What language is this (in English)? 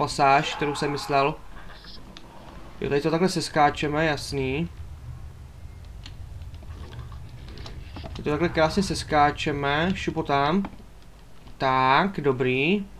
Czech